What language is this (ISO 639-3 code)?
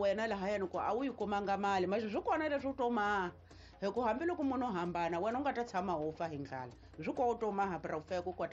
tso